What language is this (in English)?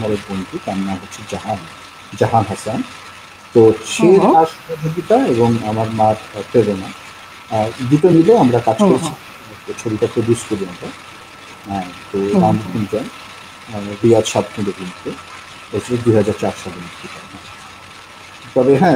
Bangla